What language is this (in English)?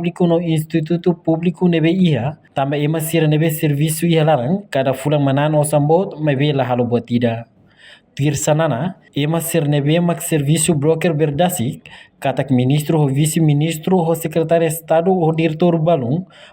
Tetum